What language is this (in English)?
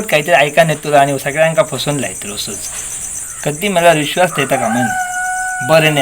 Konkani